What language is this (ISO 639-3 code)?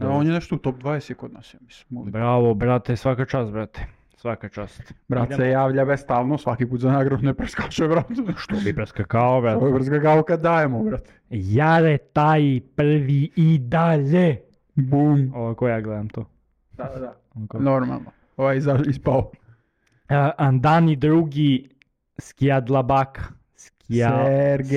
srp